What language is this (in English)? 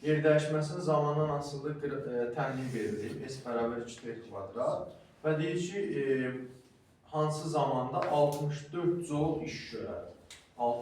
Azerbaijani